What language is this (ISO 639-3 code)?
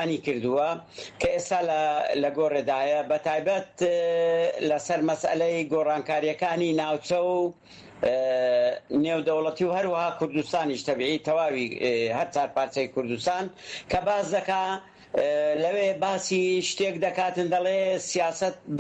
ckb